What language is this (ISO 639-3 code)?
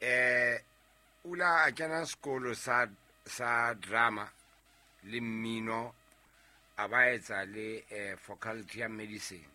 sot